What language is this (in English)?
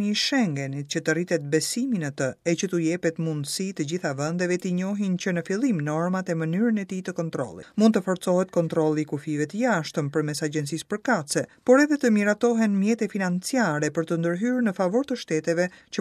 Albanian